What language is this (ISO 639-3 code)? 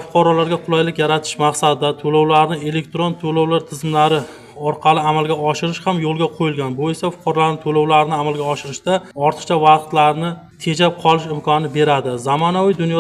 uzb